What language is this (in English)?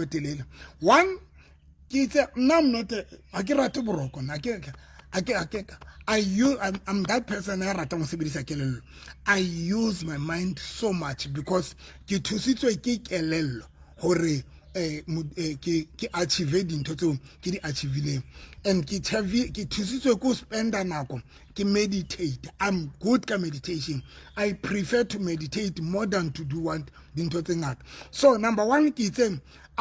Southern Sotho